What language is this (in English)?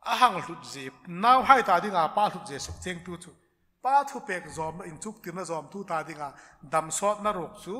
Hmar